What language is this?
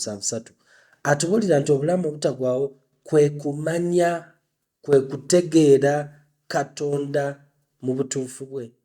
Ganda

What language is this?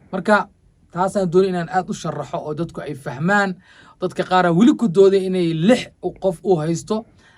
Somali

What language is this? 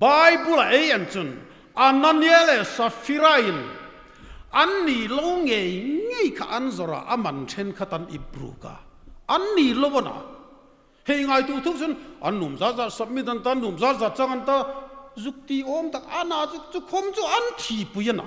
Hmar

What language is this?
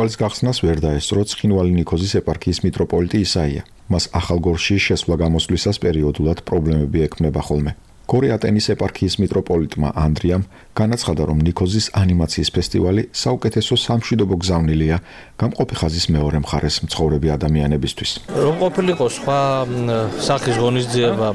Georgian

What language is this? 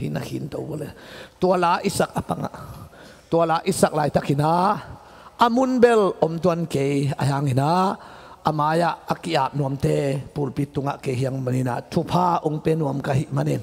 Tedim Chin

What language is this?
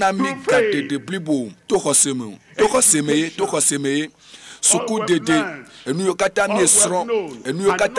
Ewe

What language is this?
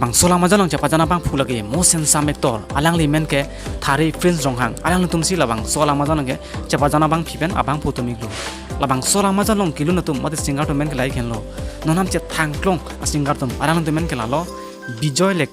Karbi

